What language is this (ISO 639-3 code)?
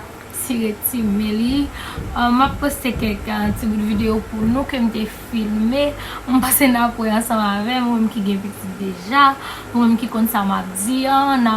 hat